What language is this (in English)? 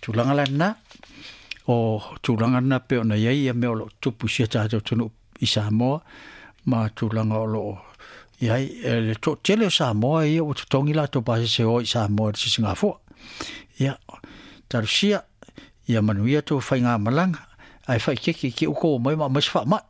Samoan